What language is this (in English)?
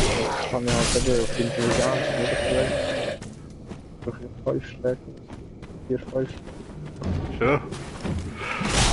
Swiss German